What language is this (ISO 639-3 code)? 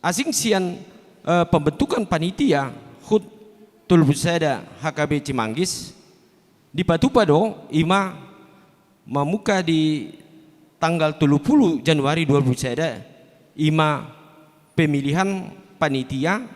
bbc